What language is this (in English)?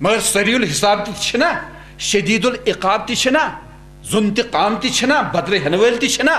Kashmiri